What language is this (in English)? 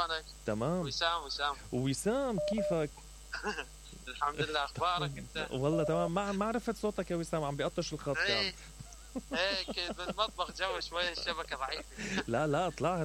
Mesopotamian Arabic